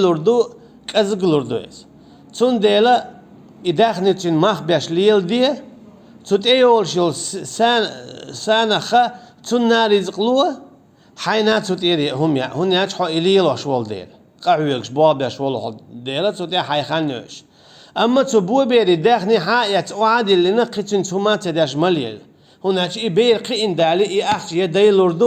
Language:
Chechen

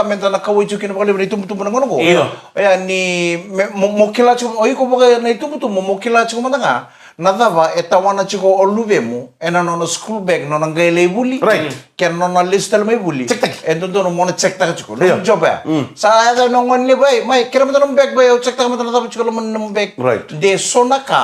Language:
Fijian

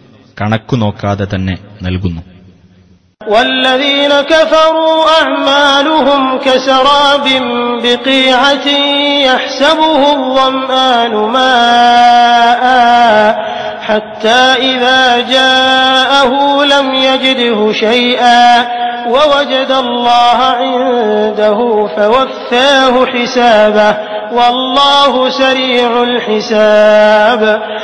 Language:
Malayalam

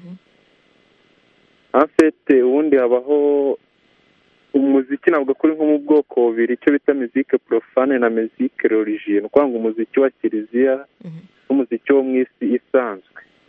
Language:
Kinyarwanda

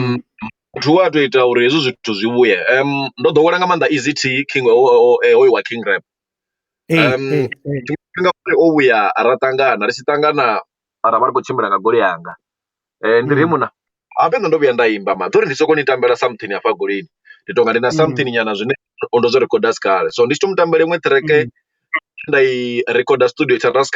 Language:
Venda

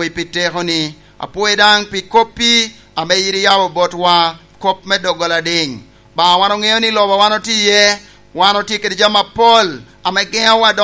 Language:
Lango (Uganda)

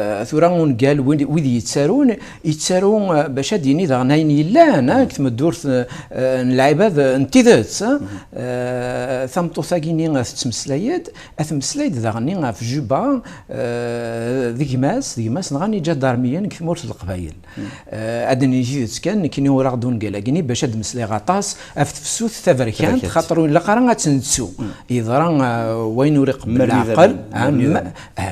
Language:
Kabyle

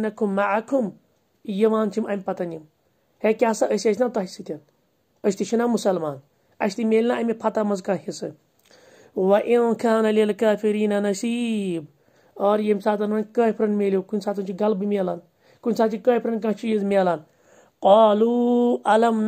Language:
Kashmiri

